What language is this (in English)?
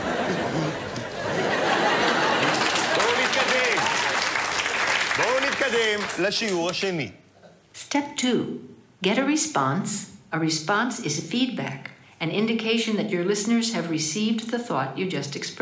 Hebrew